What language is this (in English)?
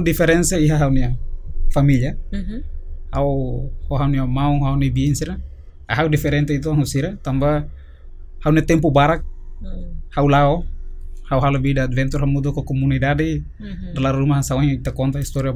Tetum